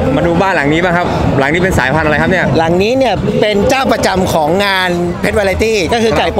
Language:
Thai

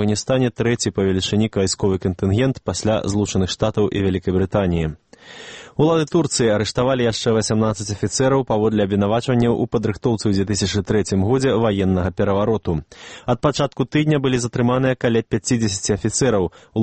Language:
Belarusian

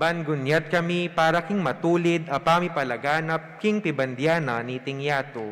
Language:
Pampanga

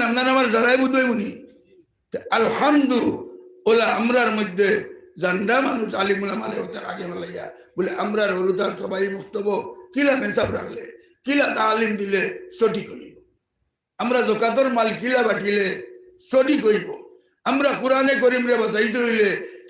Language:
Sylheti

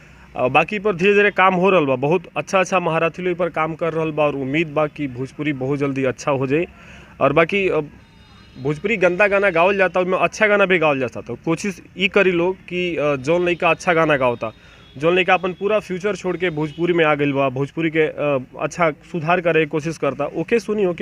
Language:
Bhojpuri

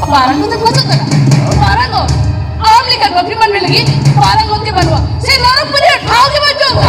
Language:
Santali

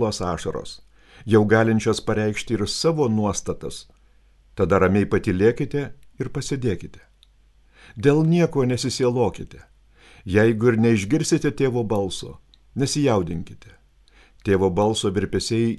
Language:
Lithuanian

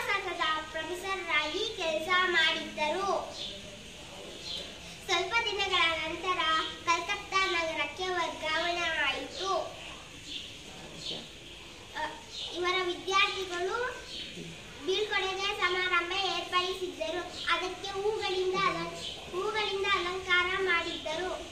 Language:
Kannada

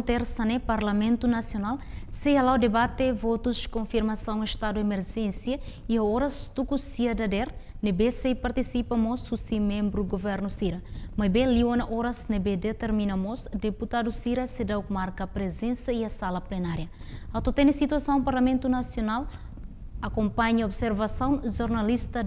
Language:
Tetum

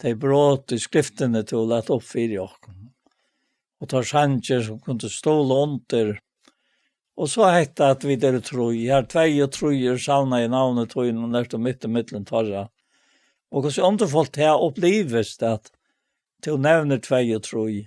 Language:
Faroese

